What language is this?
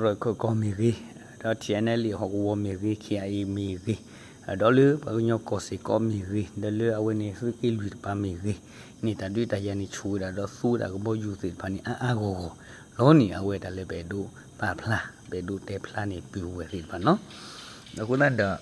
S'gaw Karen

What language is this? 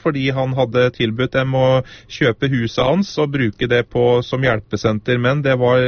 Norwegian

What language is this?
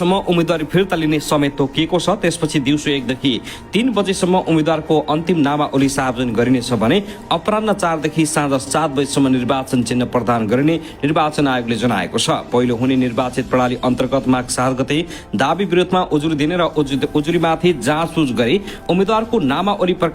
Nepali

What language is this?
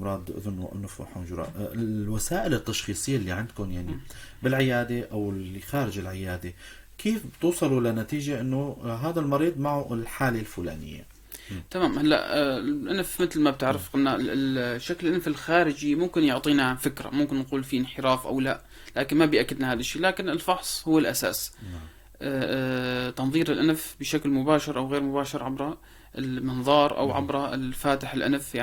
North Levantine Arabic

